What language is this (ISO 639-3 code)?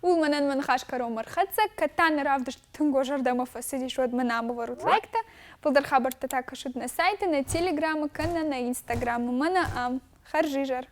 oss